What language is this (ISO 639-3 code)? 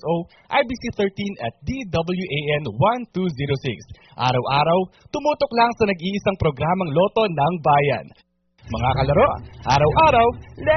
fil